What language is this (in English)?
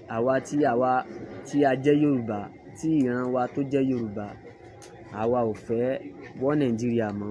Yoruba